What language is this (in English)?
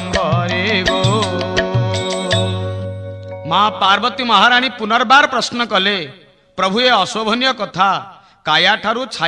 Odia